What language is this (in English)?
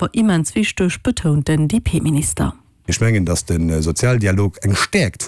Luxembourgish